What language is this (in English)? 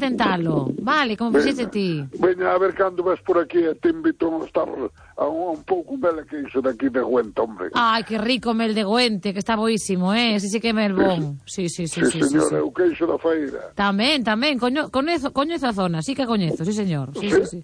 Galician